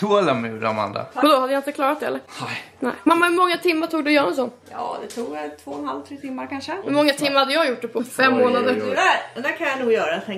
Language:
Swedish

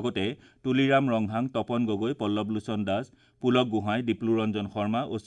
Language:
Assamese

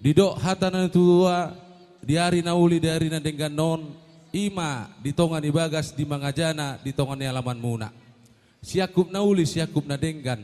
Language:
Batak Toba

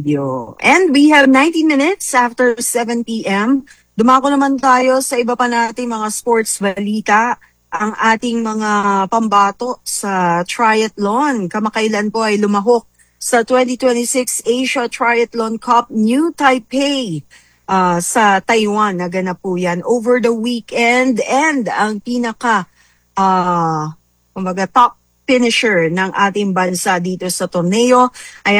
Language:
Filipino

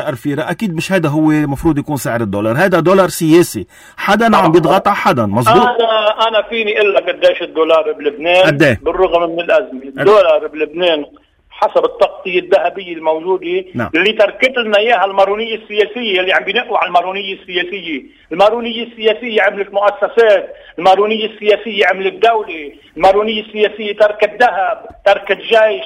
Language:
North Levantine Arabic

